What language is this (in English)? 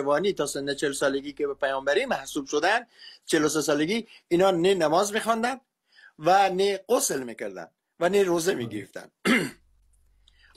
Persian